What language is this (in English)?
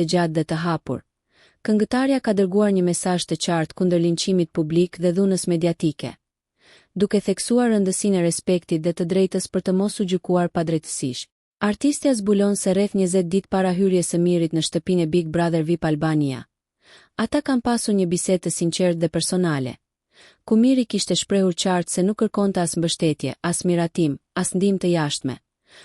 Albanian